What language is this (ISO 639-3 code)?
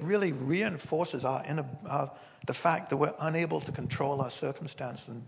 eng